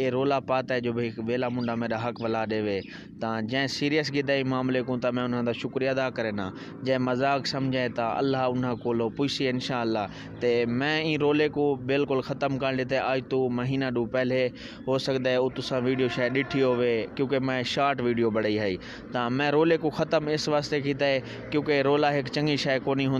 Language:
Saraiki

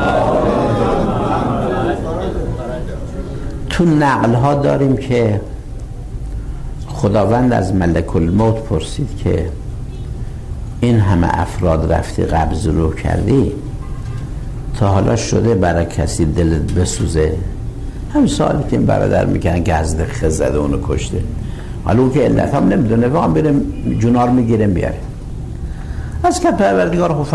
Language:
Persian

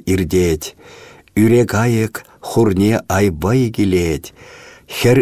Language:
Chuvash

